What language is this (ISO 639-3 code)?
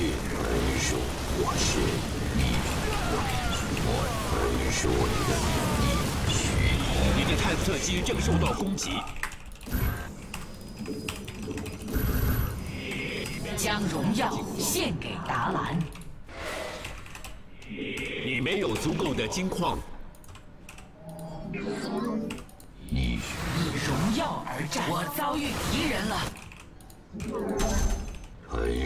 zho